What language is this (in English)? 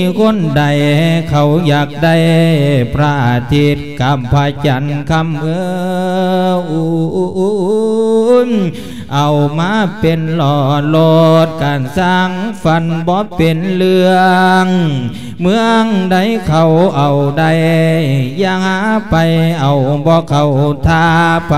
Lao